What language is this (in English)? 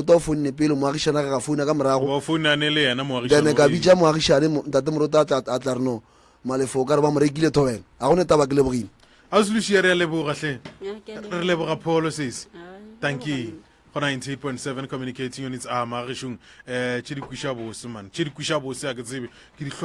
Northern Sotho